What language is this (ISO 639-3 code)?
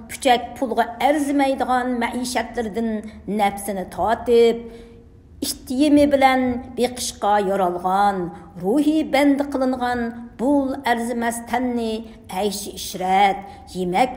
uig